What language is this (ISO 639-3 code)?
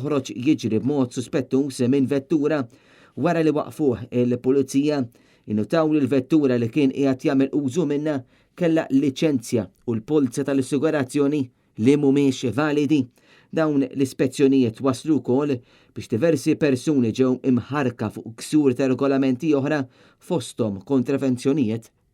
mlt